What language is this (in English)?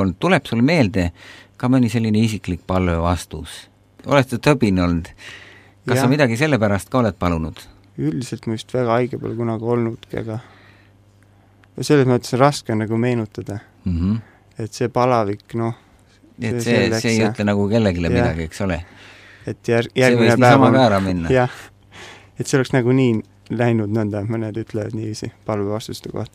Estonian